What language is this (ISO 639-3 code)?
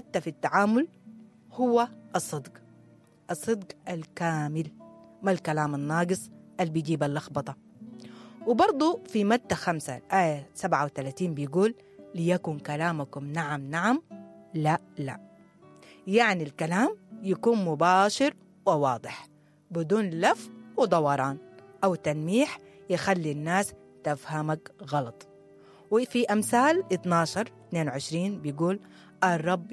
apd